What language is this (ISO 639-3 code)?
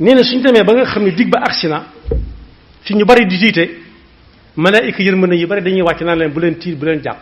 wol